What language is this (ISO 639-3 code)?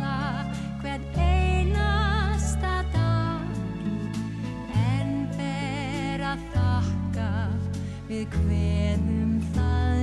isl